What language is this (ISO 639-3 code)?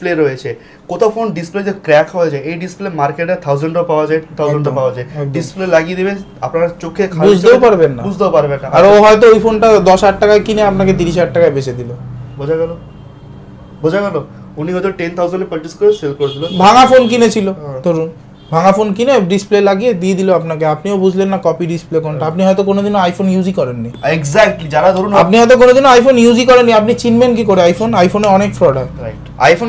ben